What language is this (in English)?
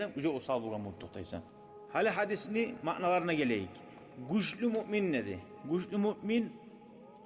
Kumyk